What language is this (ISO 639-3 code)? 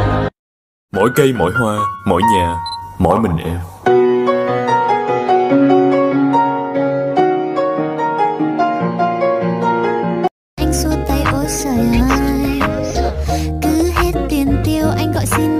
vie